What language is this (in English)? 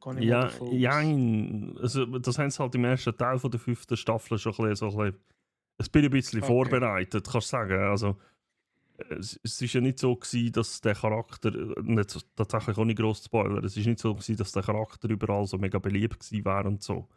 Swiss German